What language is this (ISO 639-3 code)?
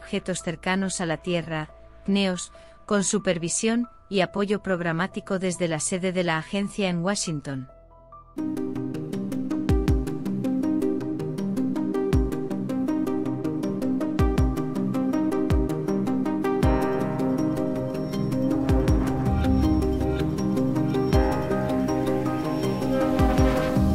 spa